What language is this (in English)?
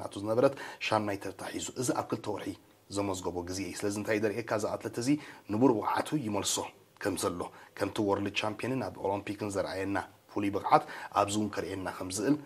Tigrinya